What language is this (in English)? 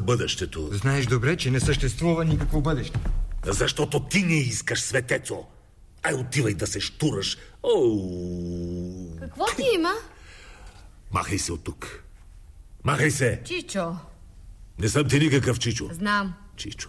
Bulgarian